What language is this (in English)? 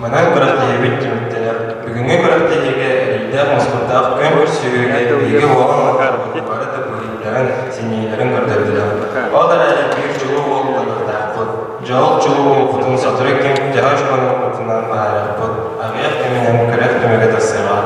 Yakut